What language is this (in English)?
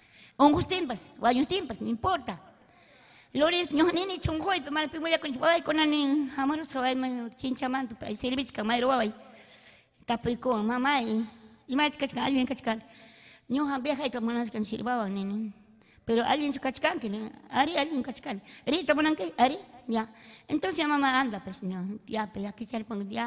Ayacucho Quechua